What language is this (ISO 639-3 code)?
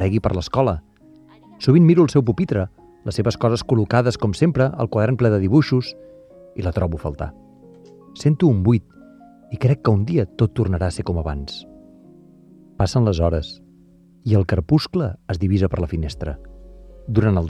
cat